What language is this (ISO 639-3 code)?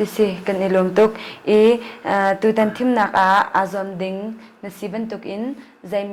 cnh